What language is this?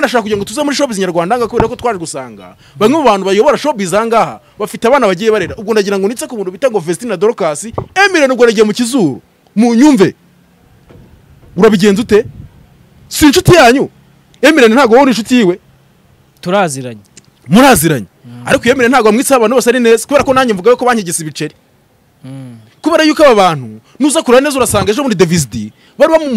Kinyarwanda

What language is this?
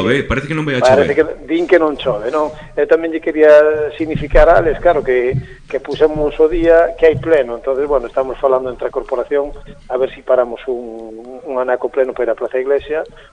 Galician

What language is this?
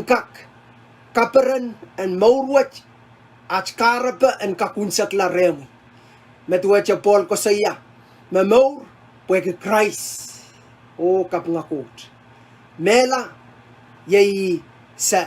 Pohnpeian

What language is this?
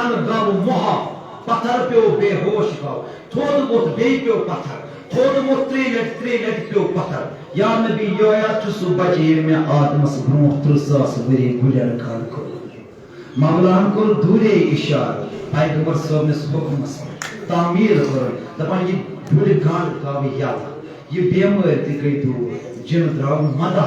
Kashmiri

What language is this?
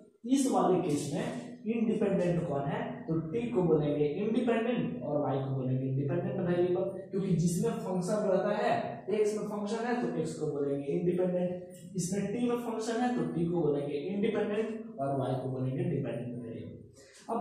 Hindi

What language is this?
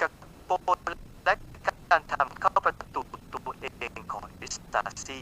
Lao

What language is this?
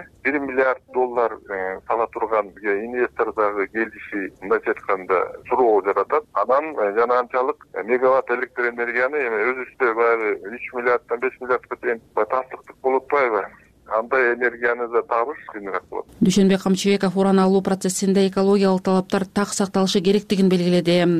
Kyrgyz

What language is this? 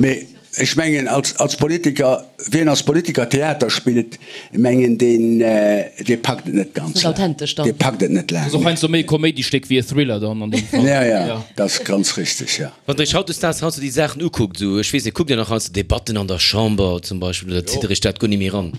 Luxembourgish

